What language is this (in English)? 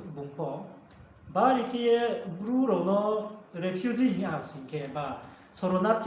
Riang (India)